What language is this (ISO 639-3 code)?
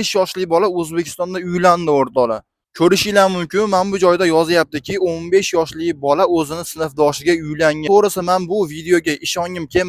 uzb